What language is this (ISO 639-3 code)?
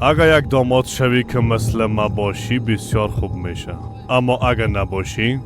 fas